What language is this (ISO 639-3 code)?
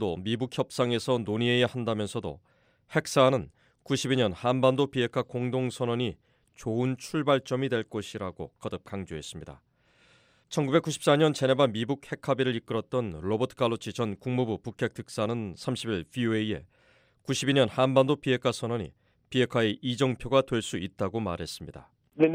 kor